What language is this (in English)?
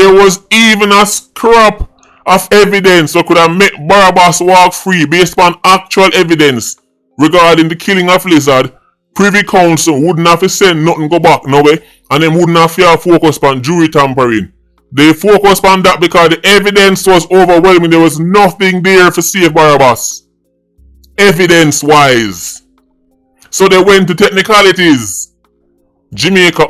Jamaican Creole English